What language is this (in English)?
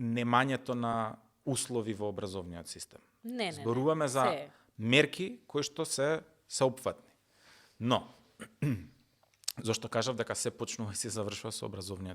Macedonian